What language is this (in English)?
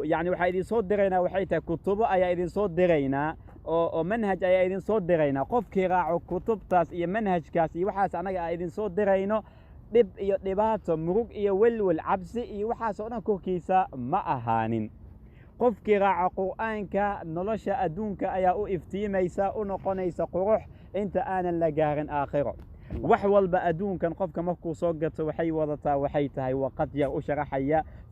Somali